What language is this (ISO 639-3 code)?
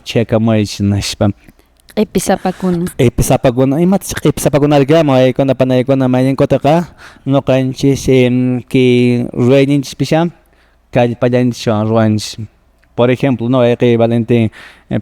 que